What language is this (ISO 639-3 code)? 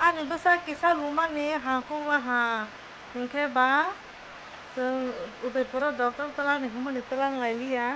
trp